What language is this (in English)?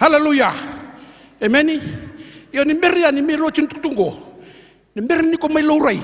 Fijian